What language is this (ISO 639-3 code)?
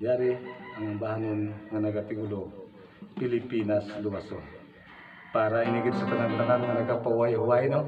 hil